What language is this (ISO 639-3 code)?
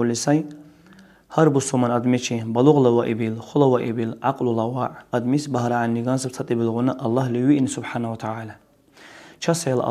dar